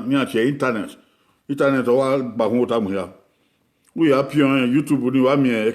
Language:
Bini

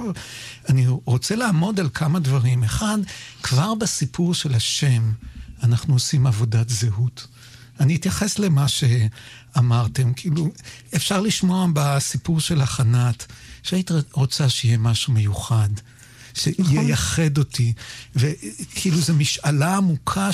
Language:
Hebrew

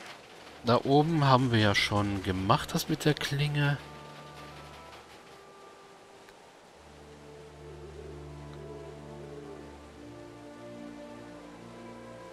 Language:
German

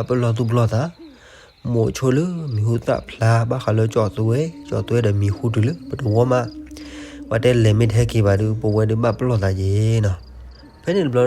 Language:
S'gaw Karen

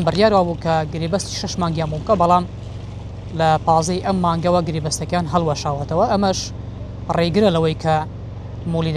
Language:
Central Kurdish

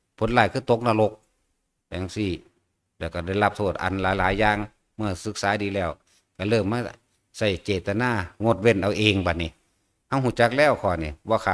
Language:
Northeastern Thai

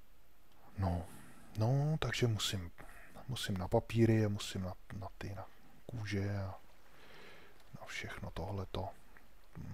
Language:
Czech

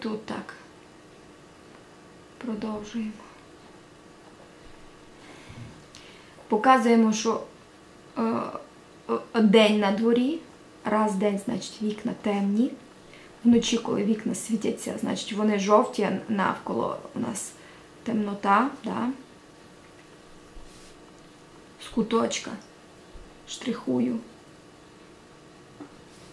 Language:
Ukrainian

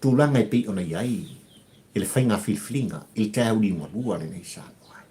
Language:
Samoan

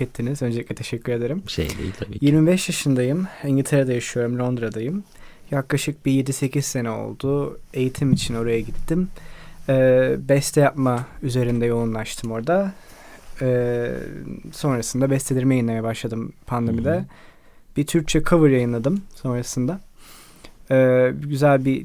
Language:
Turkish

